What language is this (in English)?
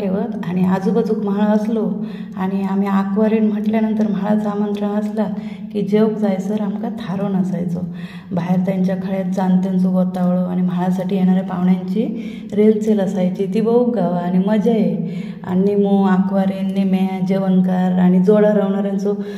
Konkani